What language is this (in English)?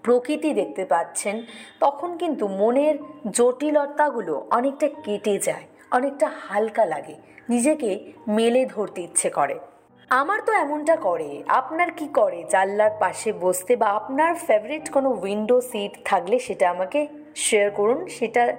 Bangla